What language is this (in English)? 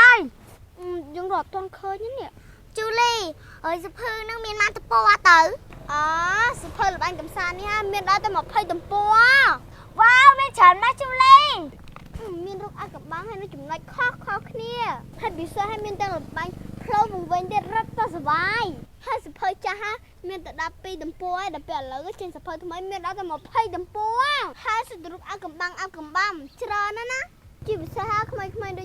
Khmer